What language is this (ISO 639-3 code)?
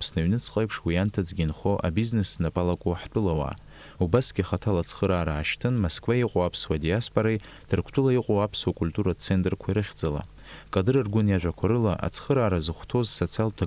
abk